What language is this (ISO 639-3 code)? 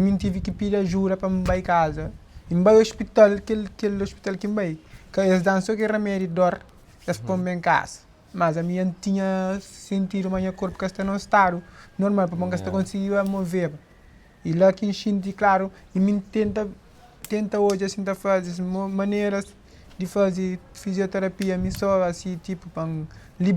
kea